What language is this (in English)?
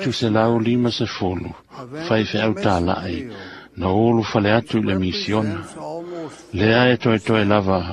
Samoan